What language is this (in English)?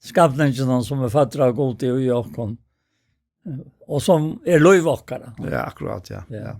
Faroese